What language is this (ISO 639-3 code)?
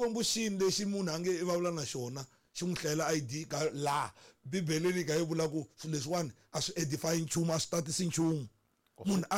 tso